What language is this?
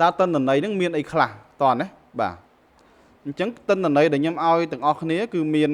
Khmer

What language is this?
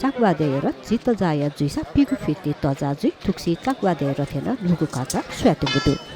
Newari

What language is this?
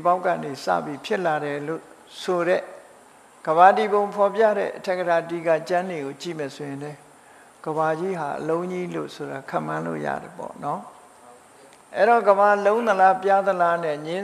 Burmese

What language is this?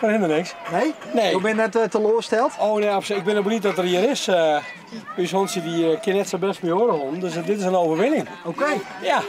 Western Frisian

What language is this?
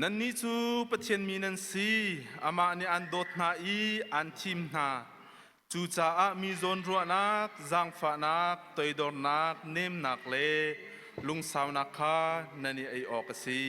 Hakha Chin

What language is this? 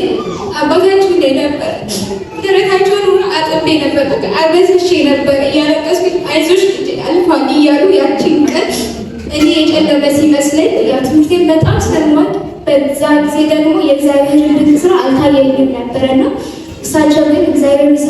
Amharic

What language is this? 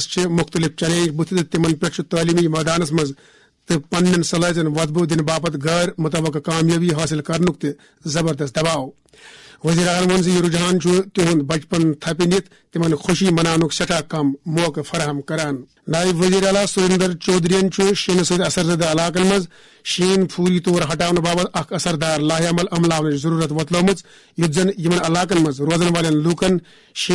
Kashmiri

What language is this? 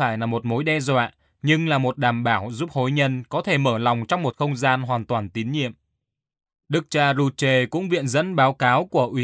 Vietnamese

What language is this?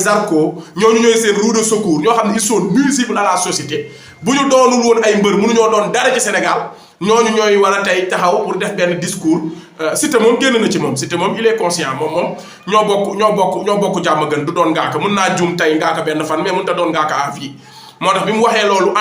Wolof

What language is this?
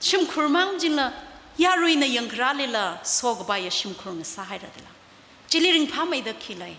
Tangkhul Naga (India)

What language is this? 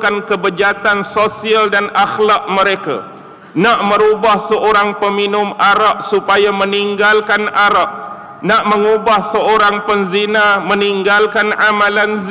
Malay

